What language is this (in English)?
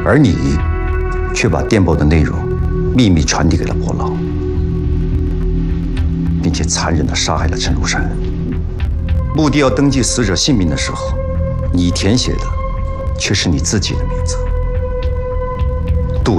Chinese